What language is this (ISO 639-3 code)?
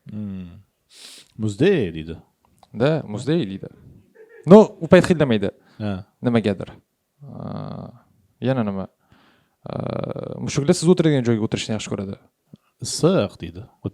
uzb